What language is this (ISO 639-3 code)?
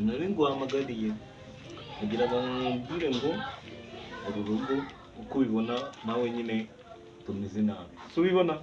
kin